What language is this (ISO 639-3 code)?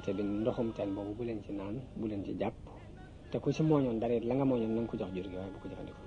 wol